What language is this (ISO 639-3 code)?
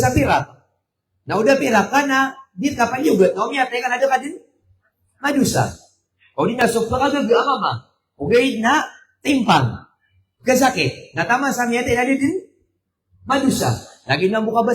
mrw